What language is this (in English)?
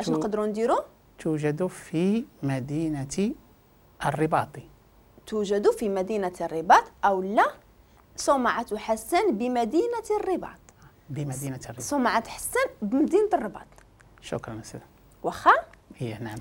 Moroccan Arabic